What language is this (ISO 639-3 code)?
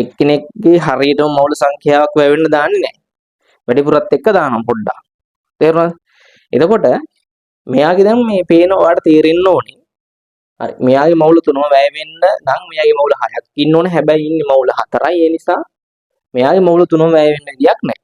sin